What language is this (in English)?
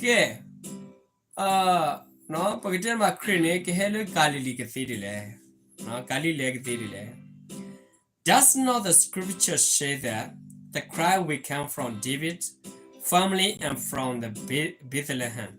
S'gaw Karen